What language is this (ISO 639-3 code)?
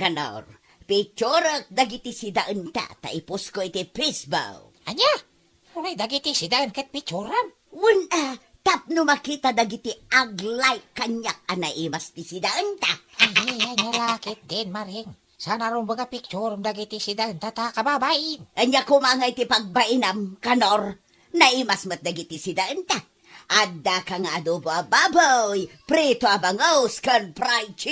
ilo